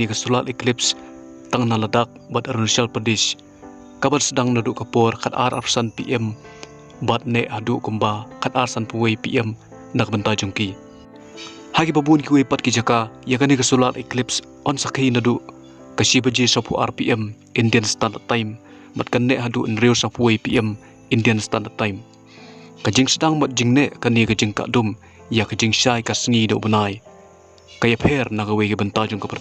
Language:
Khasi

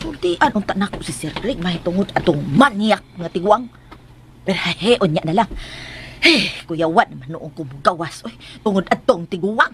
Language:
Cebuano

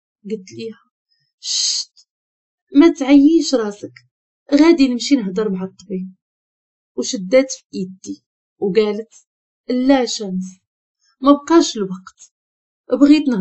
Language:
Moroccan Arabic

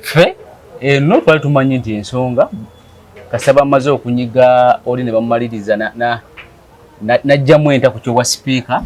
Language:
Ganda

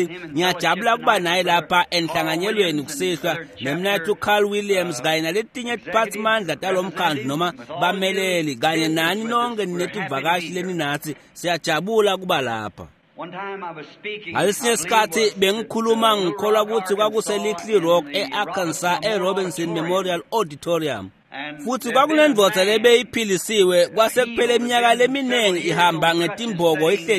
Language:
Swati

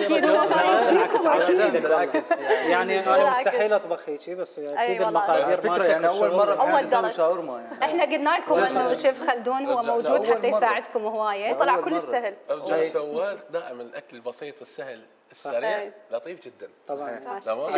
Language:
Mesopotamian Arabic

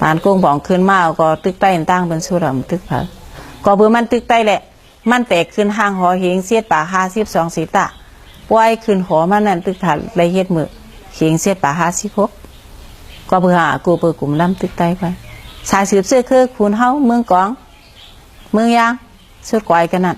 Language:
Shan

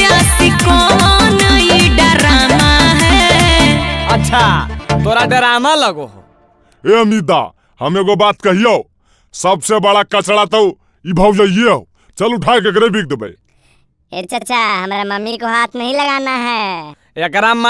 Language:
Magahi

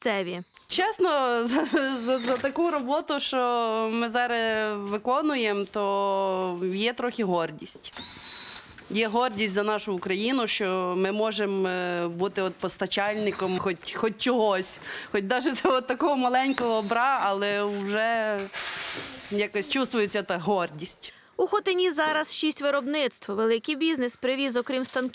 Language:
Ukrainian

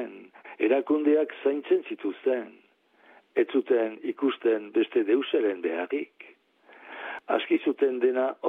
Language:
Basque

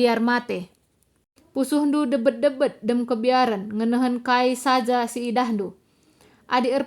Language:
Batak Karo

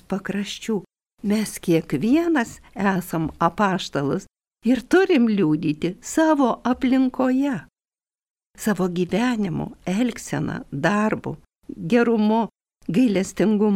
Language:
Lithuanian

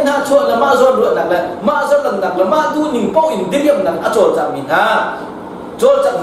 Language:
Hakha Chin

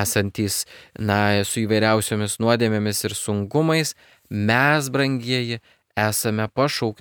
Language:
Lithuanian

